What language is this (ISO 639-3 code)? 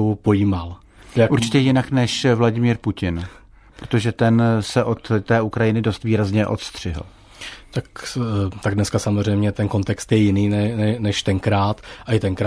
ces